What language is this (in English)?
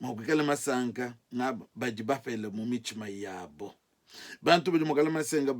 Luba-Lulua